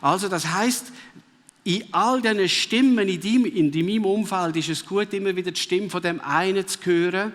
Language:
Swiss German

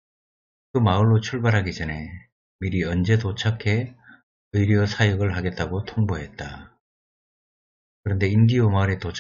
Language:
Korean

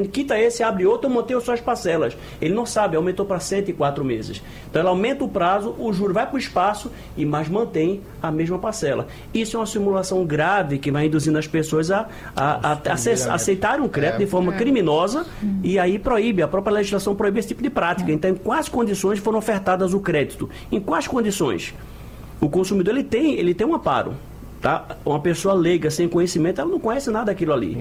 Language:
Portuguese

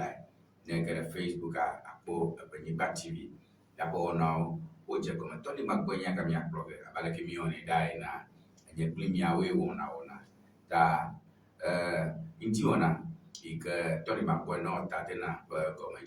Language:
Ewe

